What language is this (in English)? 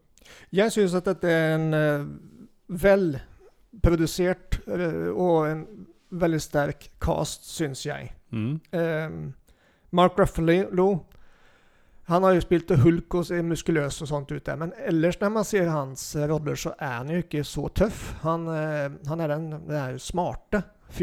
Norwegian